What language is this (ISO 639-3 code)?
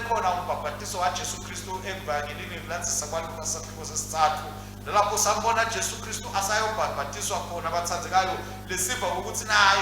ssw